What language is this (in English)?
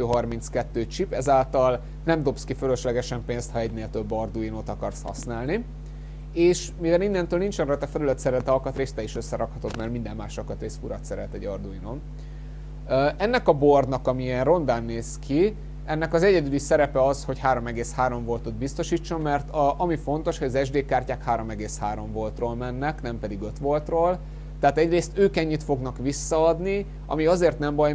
Hungarian